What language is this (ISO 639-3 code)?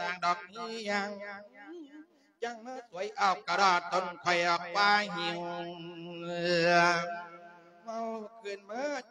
tha